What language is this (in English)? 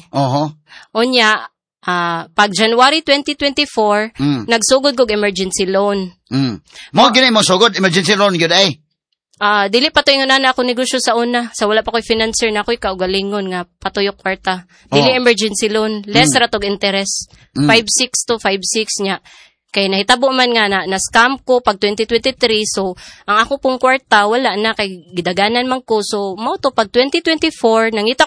Cebuano